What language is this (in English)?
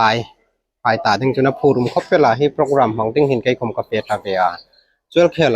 Hmar